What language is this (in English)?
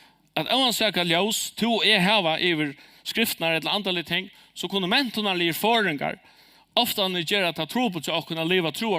Faroese